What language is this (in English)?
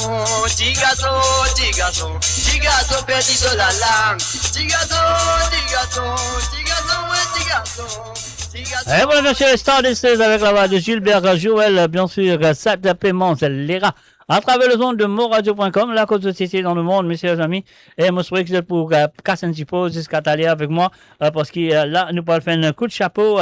Morisyen